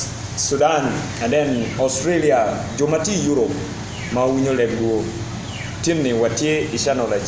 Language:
Acoli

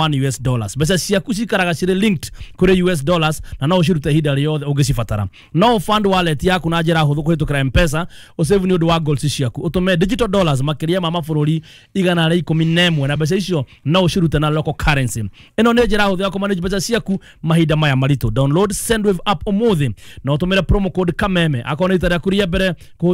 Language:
Kikuyu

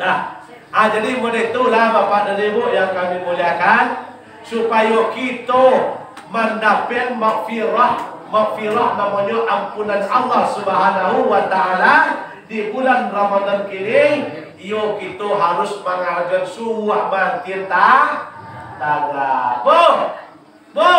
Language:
Minangkabau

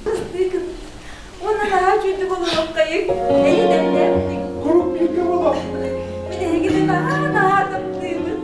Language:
Yakut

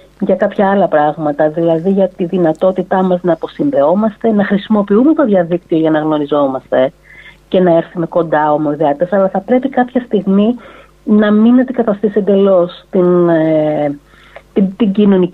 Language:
Greek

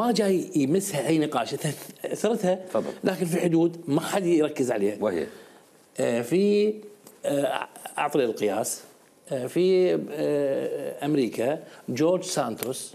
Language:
Mesopotamian Arabic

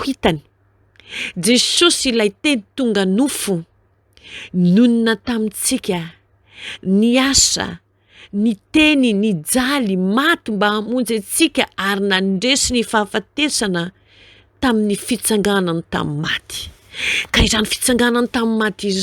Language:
Malagasy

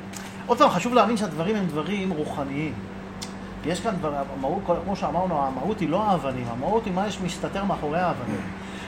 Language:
Hebrew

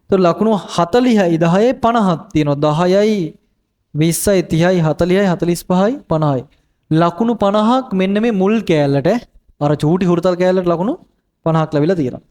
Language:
Sinhala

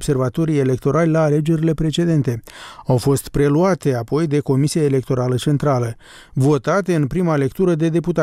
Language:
Romanian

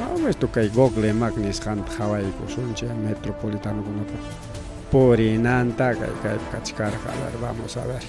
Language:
Ayacucho Quechua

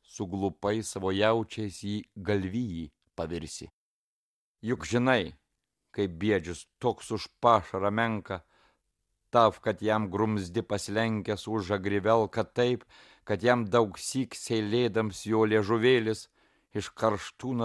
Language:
Lithuanian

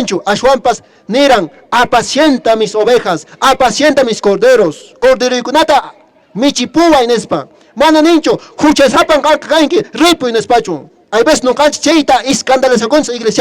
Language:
Quechua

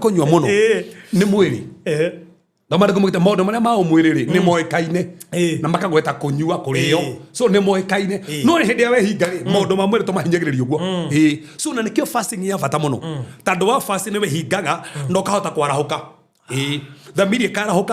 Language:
Kikuyu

